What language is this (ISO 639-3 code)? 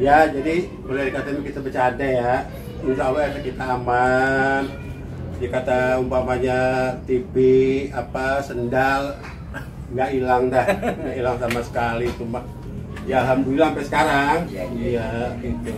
bew